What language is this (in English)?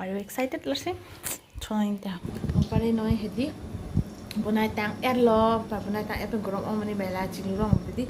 Karbi